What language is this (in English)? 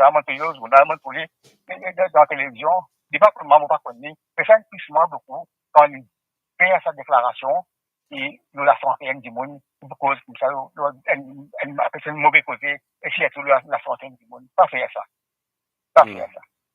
Morisyen